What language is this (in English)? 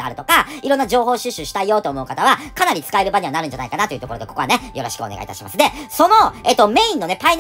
Japanese